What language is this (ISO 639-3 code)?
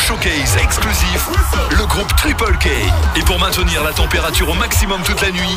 fra